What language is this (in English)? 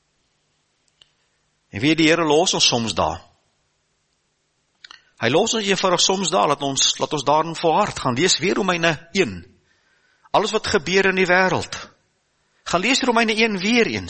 Afrikaans